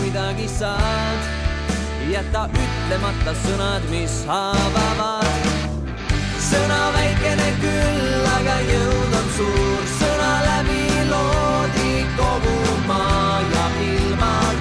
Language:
Estonian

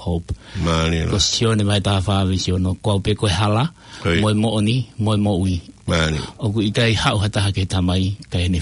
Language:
Tongan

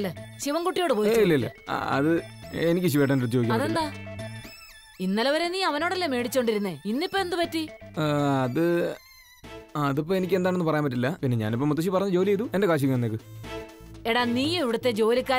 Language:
Malayalam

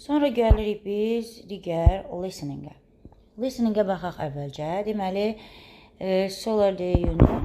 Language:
Azerbaijani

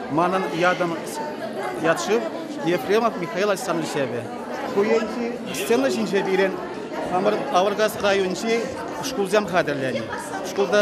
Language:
Chuvash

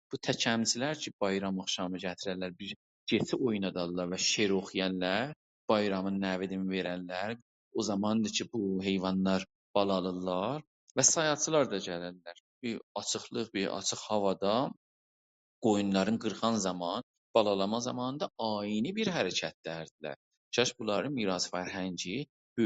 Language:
South Azerbaijani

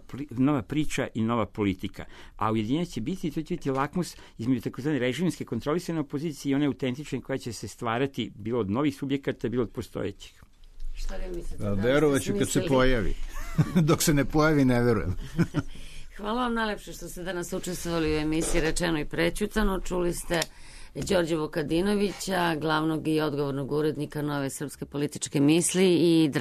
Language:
Serbian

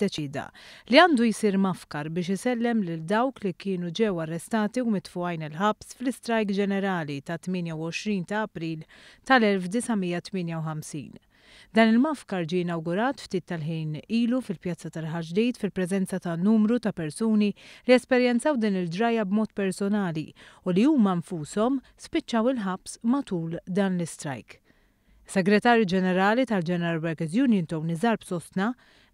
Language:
Maltese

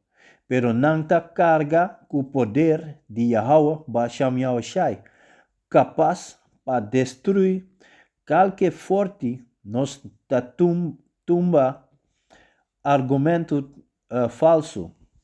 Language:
Papiamento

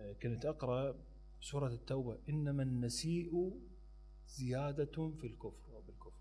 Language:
Mesopotamian Arabic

